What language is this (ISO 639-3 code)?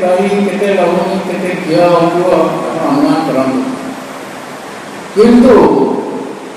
ori